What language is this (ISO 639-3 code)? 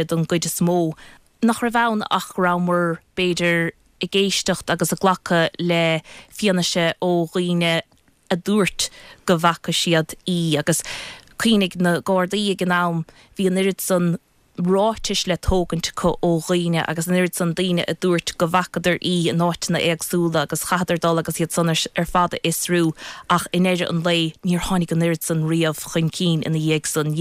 gle